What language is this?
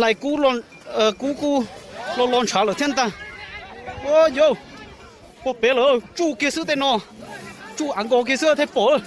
Hmong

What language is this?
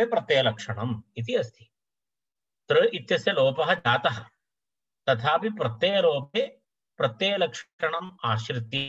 Sanskrit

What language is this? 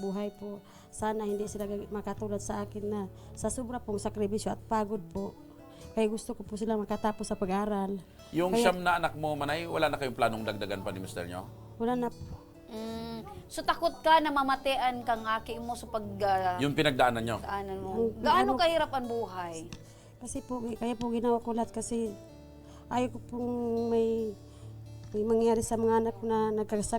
Bikol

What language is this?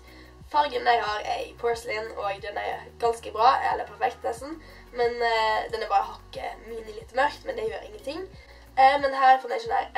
Norwegian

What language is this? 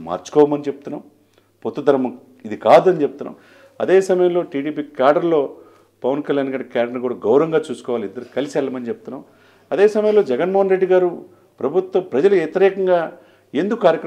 Telugu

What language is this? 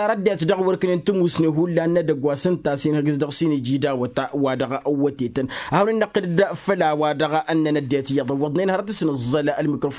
Tamasheq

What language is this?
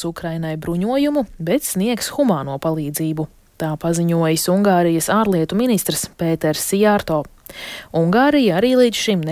Latvian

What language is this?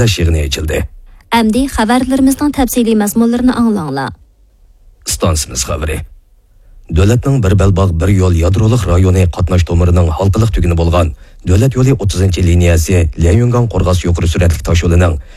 Uyghur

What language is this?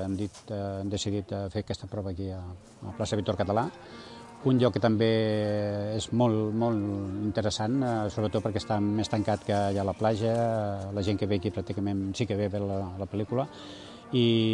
Catalan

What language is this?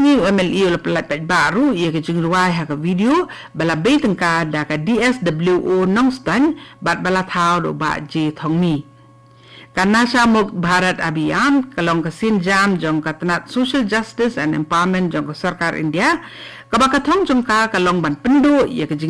Khasi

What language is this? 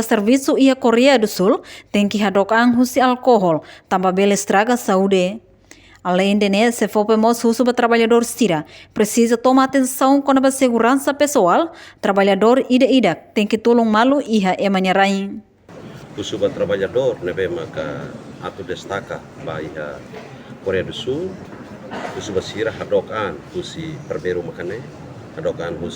Tetum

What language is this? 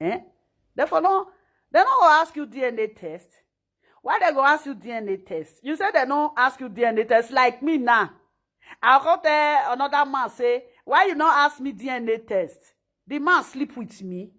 Nigerian Pidgin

